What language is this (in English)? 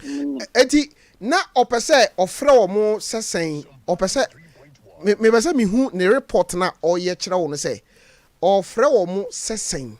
Akan